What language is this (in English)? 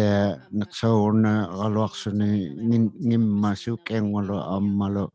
Inuktitut